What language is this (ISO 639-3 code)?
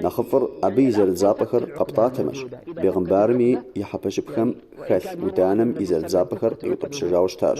kbd